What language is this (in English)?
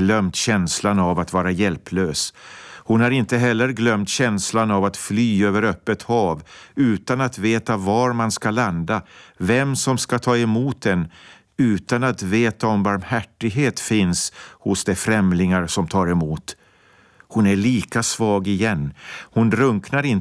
Swedish